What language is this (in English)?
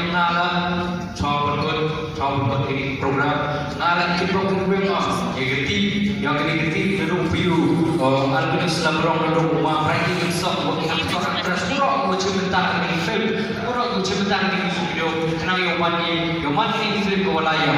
Khasi